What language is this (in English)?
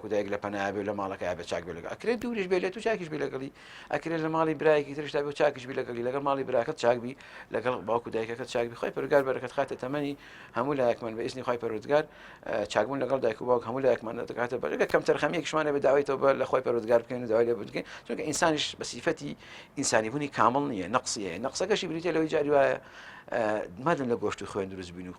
Central Kurdish